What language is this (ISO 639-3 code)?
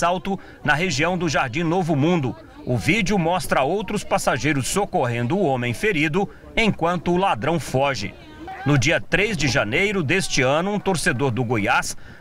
por